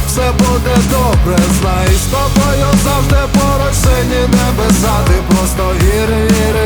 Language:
Ukrainian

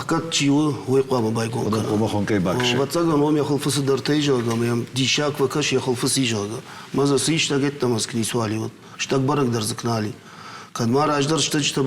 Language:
Ossetic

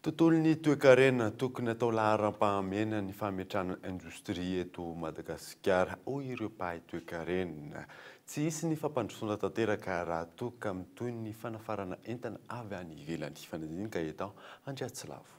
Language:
Malagasy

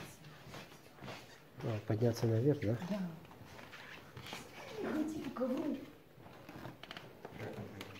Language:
Russian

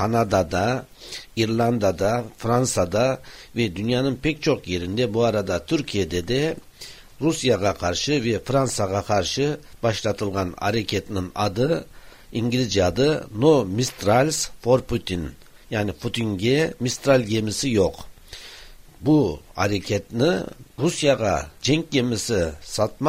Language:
Kyrgyz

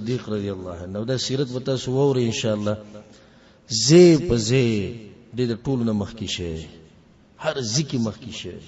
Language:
Pashto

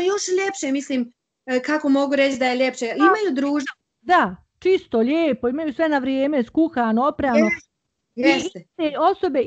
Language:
Bosnian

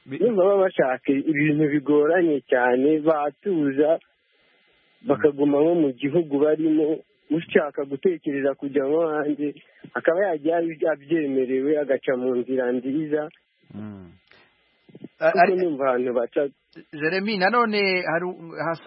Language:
Kinyarwanda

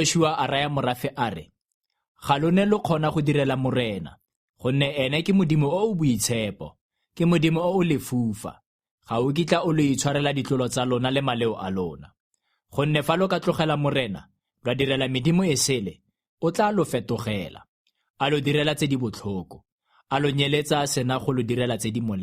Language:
Tswana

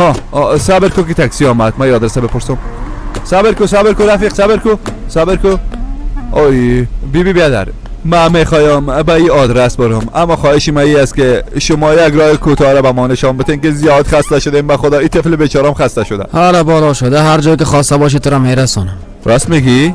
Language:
Persian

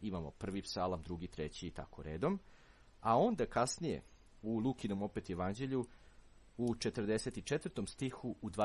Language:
Serbian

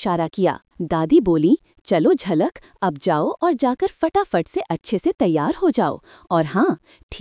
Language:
Hindi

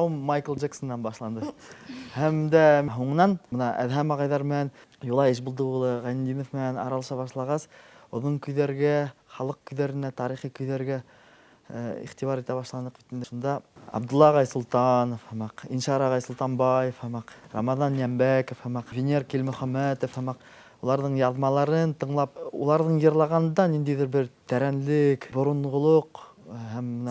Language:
Bashkir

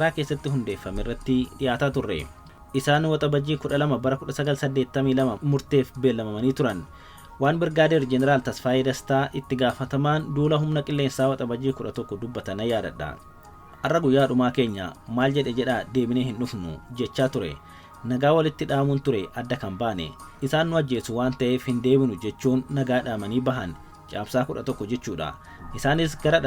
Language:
Oromo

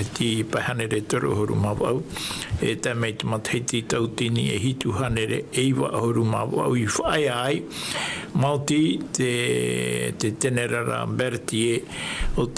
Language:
Tahitian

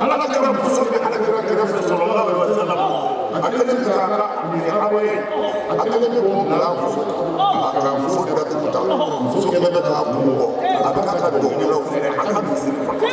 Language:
Bambara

